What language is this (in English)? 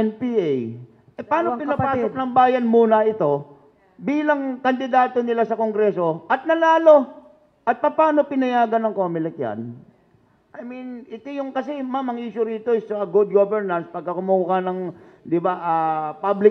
Filipino